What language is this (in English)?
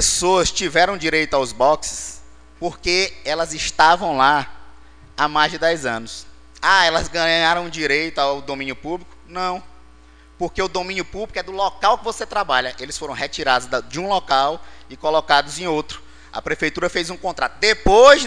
Portuguese